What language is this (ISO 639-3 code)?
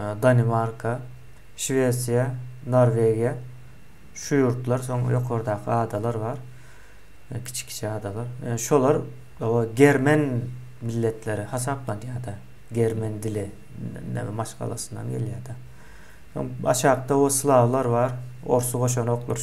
tuk